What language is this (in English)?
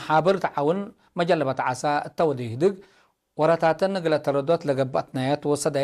Tigre